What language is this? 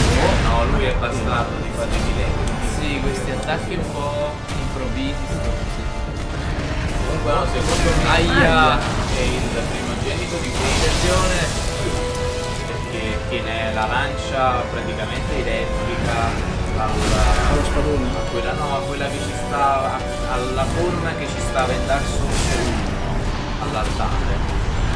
Italian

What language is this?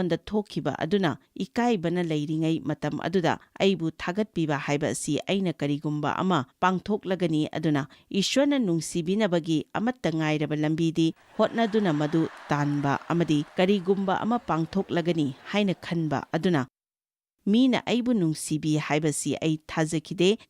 Manipuri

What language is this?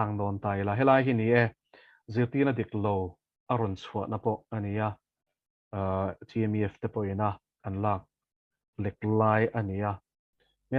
Mizo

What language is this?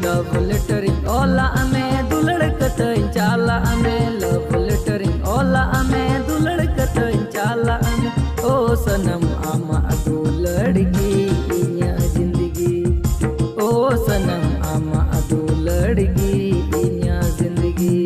Santali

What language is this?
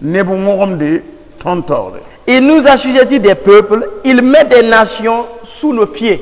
Mossi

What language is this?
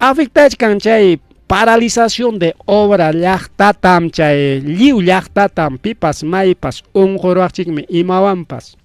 Ayacucho Quechua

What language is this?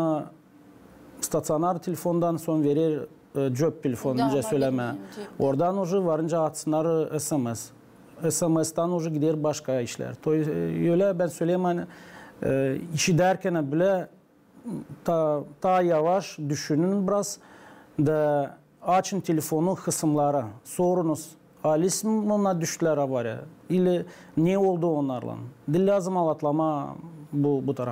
Gagauz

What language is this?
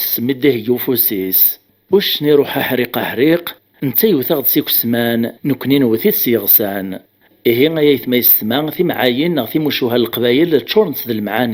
Kabyle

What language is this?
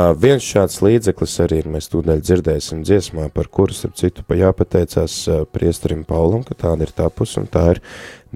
Latvian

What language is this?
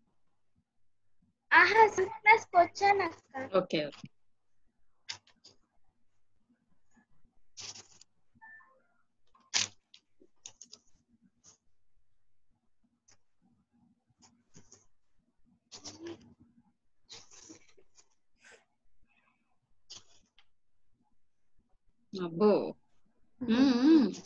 Telugu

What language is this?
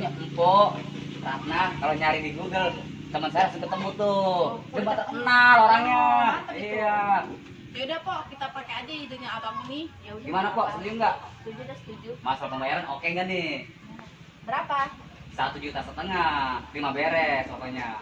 Betawi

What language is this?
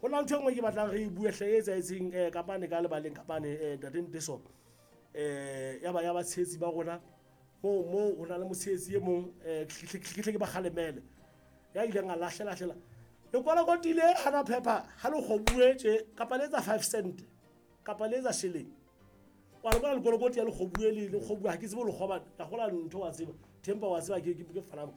Southern Sotho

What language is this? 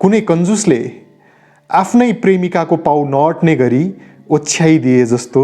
Nepali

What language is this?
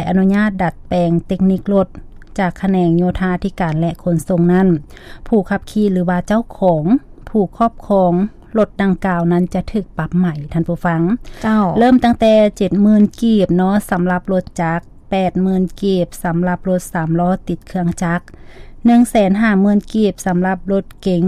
Lao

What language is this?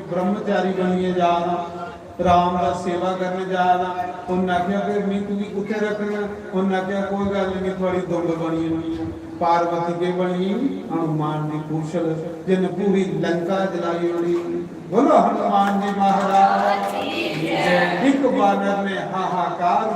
Dogri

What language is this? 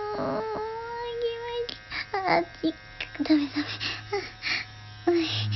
Japanese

